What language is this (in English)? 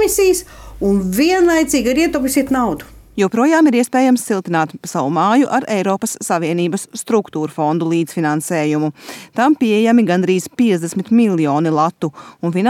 Latvian